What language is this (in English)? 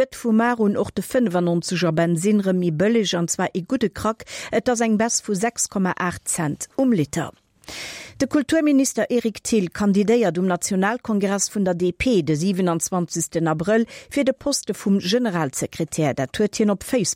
Luxembourgish